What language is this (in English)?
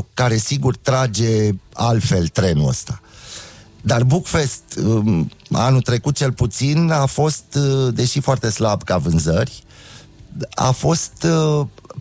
Romanian